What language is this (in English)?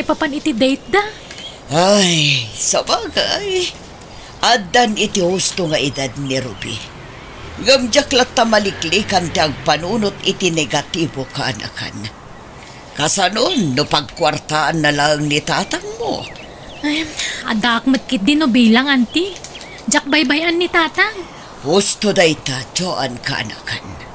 Iloko